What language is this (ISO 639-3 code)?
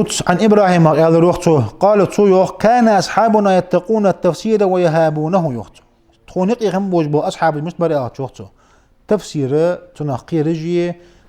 inh